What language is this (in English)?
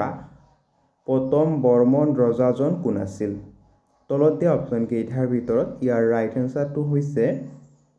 Assamese